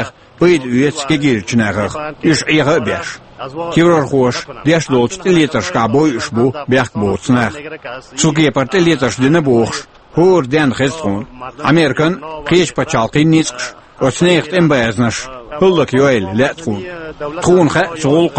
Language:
Chechen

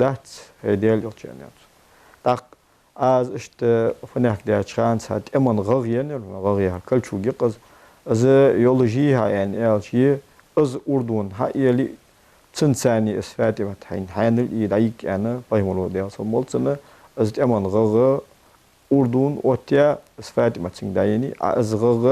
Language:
Ingush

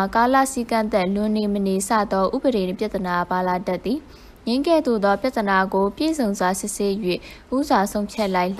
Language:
Burmese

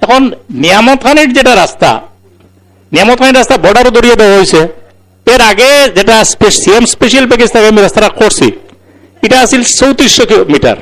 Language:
Sylheti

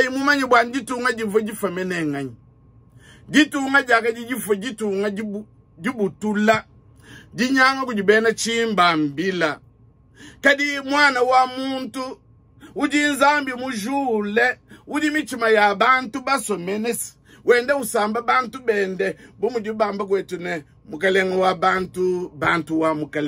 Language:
Luba-Lulua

